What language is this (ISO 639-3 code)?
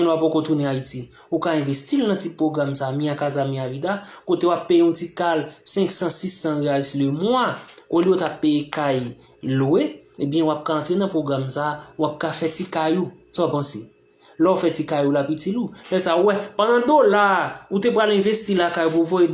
hat